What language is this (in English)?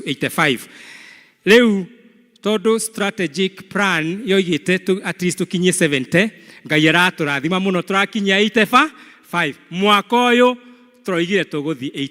Kikuyu